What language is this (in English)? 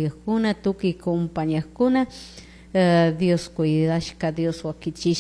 Chimborazo Highland Quichua